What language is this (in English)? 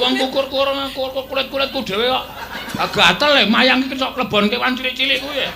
Javanese